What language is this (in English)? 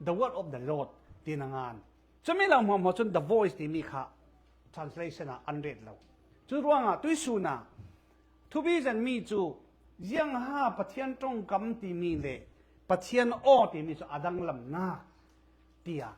Falam Chin